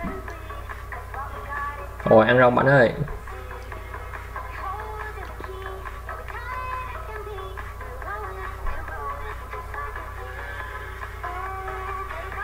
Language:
Vietnamese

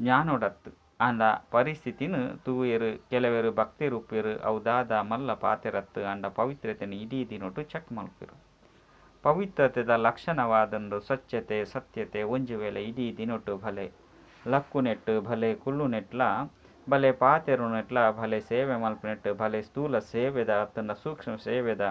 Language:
Tulu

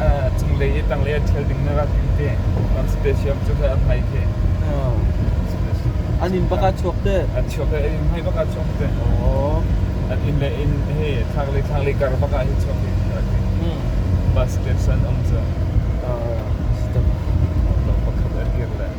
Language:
Hakha Chin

